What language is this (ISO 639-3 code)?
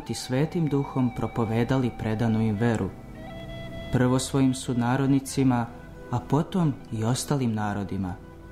srp